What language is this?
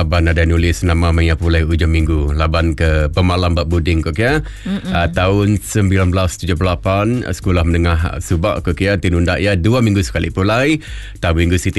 Iban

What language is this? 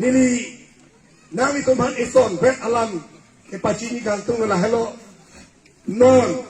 Karbi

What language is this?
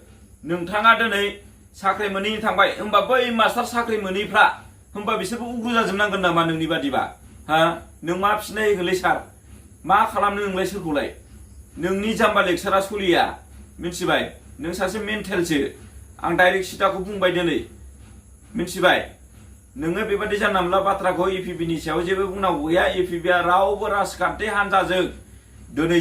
Bodo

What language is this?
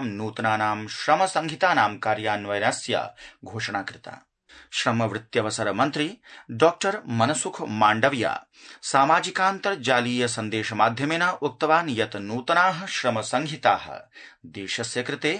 Sanskrit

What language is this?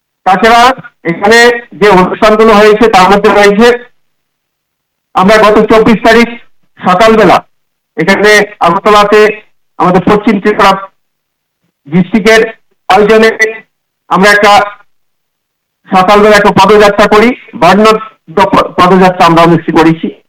Bangla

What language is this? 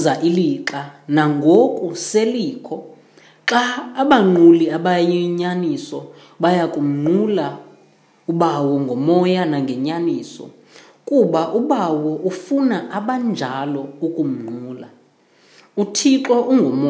Xhosa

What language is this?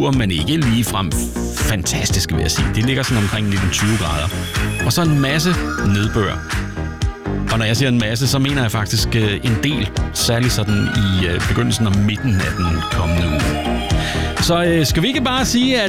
Danish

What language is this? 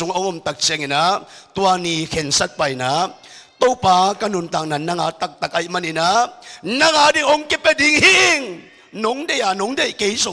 Tedim Chin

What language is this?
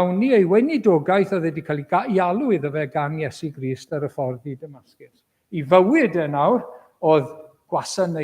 Welsh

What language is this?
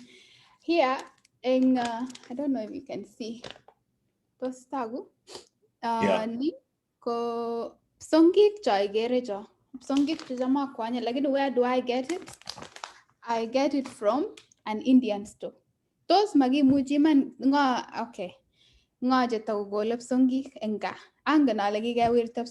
Kalenjin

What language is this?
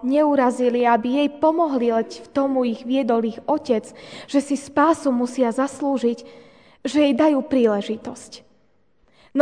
Slovak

